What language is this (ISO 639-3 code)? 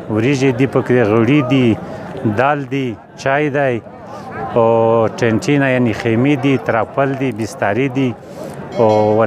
pus